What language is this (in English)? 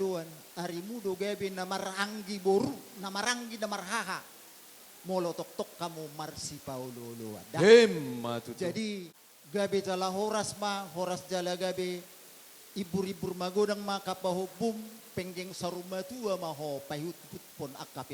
Batak Toba